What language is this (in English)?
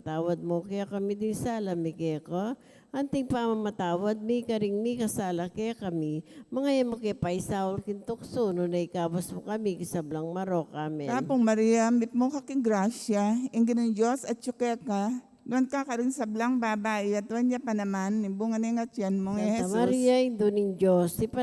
Pampanga